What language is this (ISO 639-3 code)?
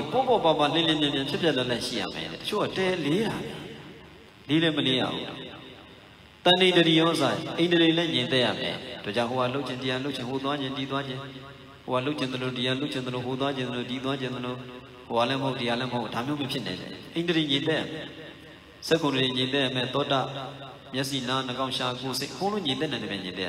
mya